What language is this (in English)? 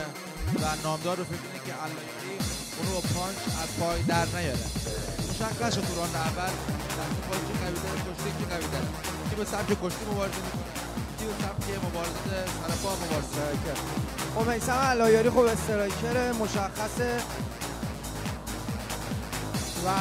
Persian